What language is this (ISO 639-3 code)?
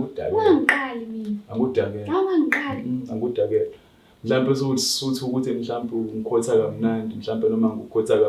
zul